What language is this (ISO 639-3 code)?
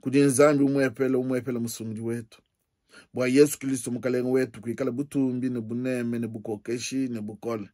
lua